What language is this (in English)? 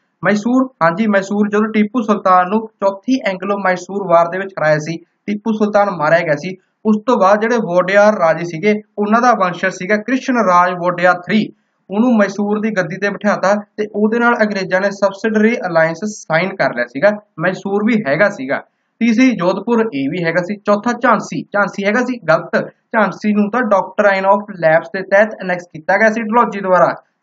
Punjabi